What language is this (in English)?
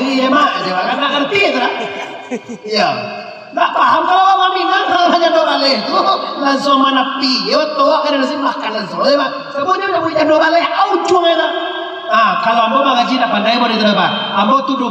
Minangkabau